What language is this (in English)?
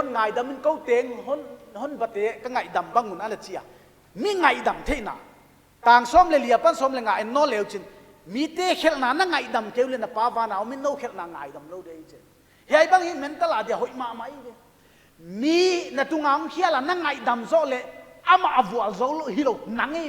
Paite Chin